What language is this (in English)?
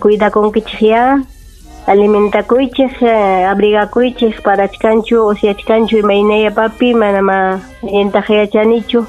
Ayacucho Quechua